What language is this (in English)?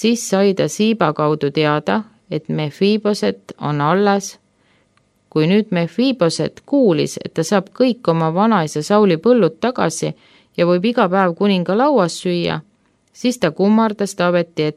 Estonian